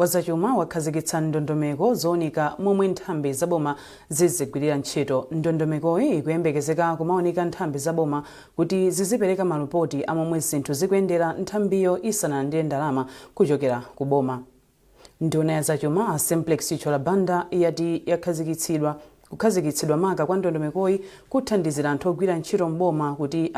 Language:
Nyanja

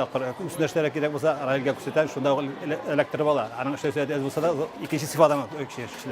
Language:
Tatar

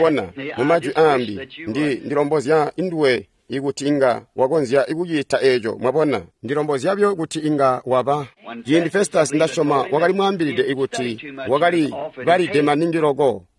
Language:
Tonga (Zambia)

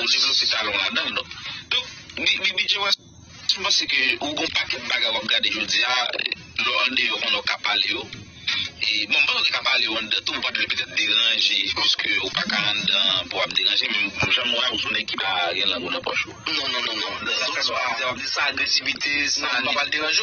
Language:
Haitian Creole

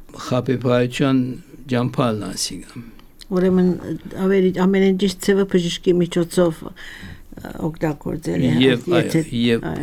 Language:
Armenian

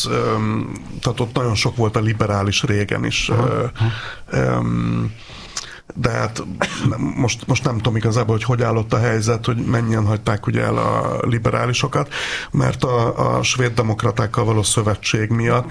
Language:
Hungarian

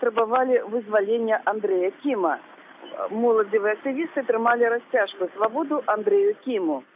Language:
Belarusian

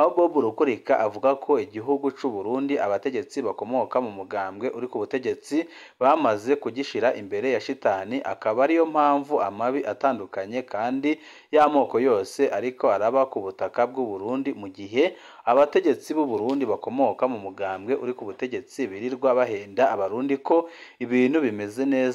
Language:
Rundi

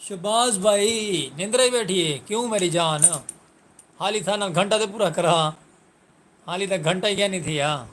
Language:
Saraiki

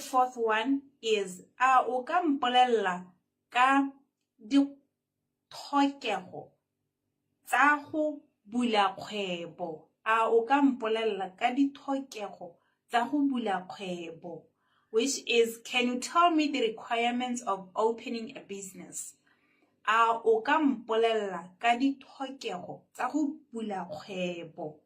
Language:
Tswana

